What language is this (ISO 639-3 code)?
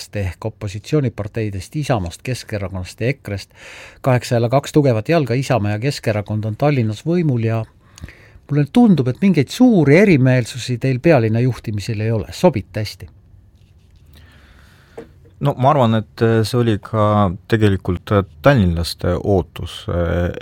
est